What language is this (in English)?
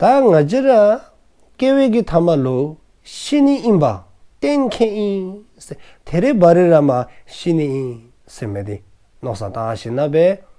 Dzongkha